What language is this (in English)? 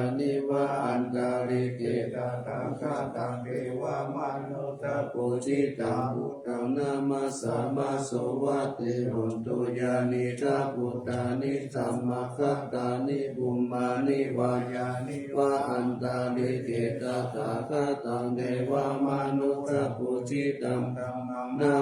Pali